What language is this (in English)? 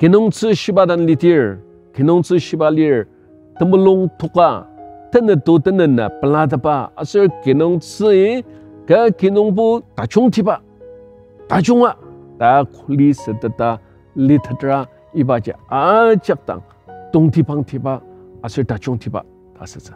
Ao Naga